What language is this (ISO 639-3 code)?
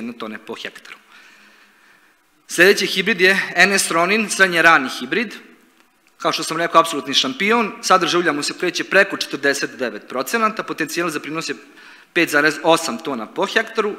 srp